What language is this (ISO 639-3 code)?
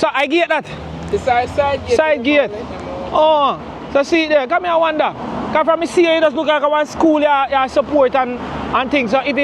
jam